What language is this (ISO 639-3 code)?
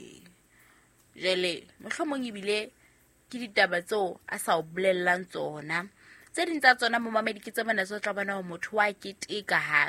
sot